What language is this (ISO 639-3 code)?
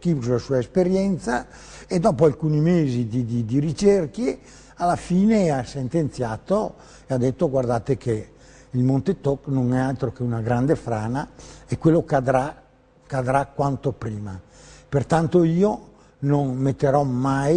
ita